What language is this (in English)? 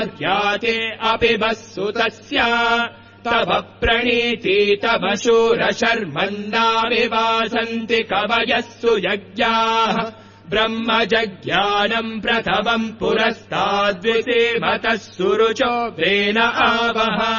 Sanskrit